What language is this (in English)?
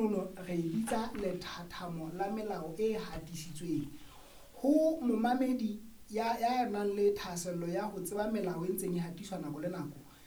Southern Sotho